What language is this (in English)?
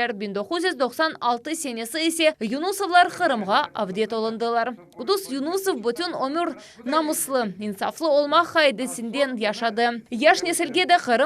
Crimean Tatar